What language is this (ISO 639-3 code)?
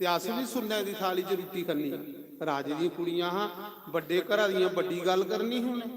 doi